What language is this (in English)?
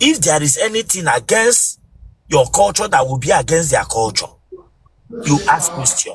Igbo